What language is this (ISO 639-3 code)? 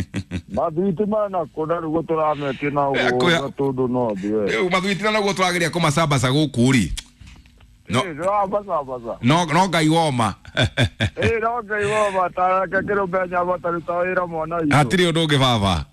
kik